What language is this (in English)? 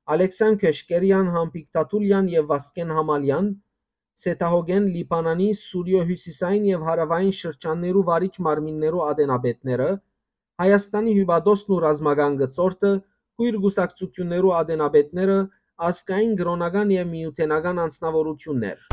Western Armenian